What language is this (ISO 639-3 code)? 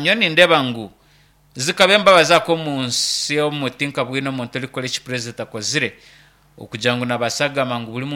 nyn